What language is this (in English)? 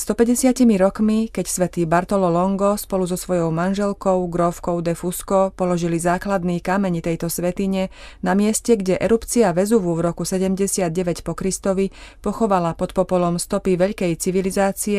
Slovak